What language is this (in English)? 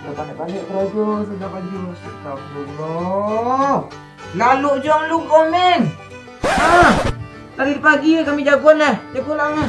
Minangkabau